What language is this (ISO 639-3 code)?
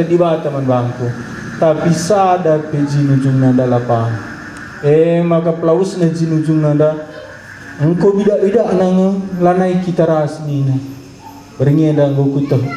btx